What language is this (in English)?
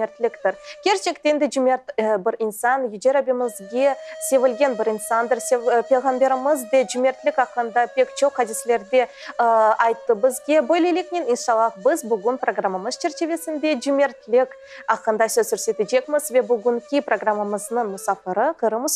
Crimean Tatar